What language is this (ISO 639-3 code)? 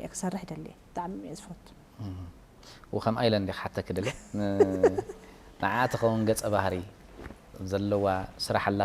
tir